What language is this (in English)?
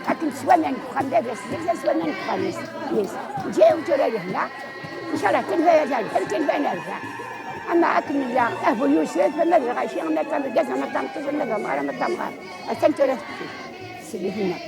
Kabyle